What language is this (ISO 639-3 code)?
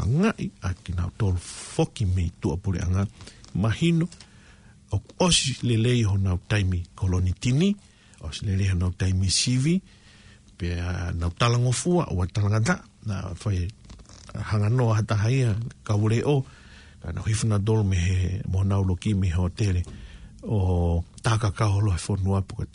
ton